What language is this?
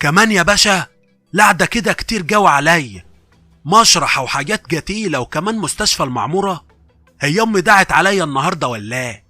Egyptian Arabic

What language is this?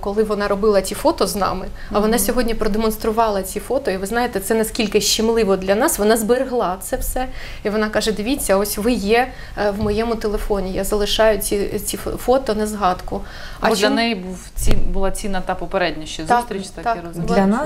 Ukrainian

